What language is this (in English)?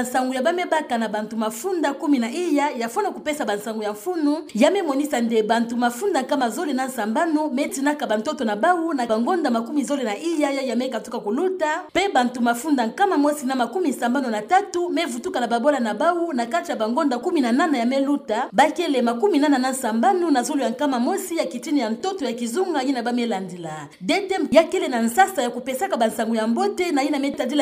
Kituba (Democratic Republic of Congo)